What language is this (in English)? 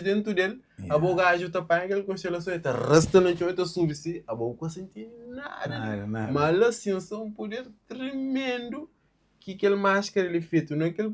Kabuverdianu